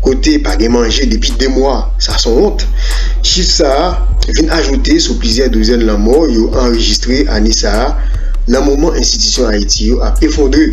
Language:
Haitian Creole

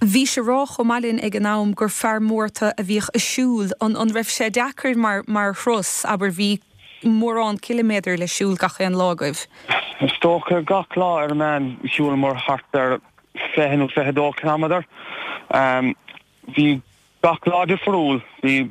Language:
Irish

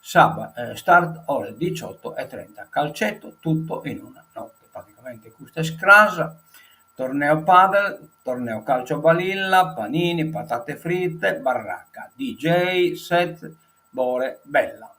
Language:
Sardinian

